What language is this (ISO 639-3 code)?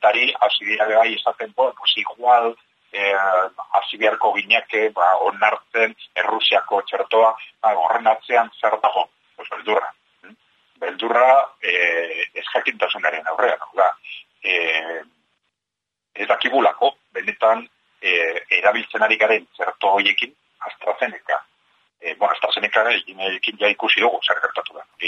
eus